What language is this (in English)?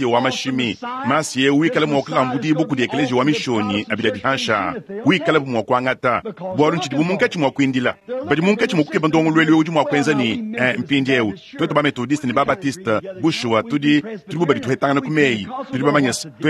Luba-Lulua